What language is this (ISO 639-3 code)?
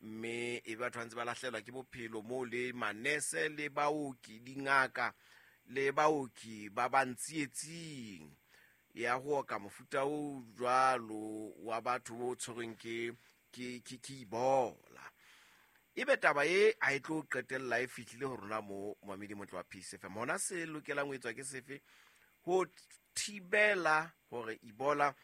sot